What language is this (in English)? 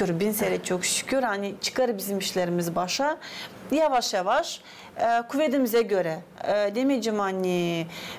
Gagauz